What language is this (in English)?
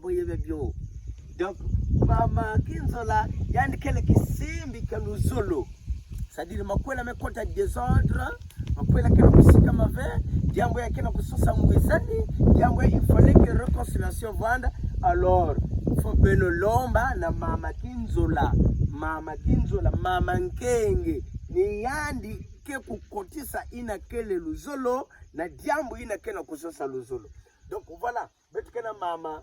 Kituba (Democratic Republic of Congo)